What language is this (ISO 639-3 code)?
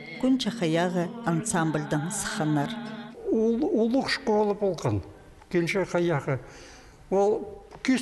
kjh